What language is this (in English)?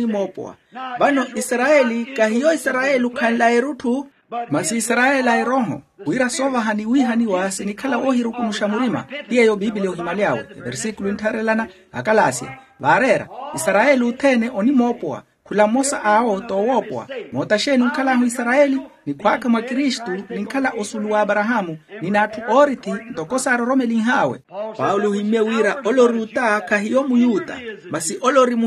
Makhuwa